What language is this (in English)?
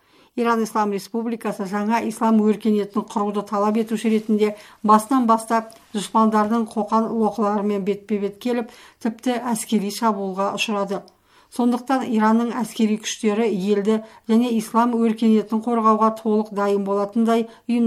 Kazakh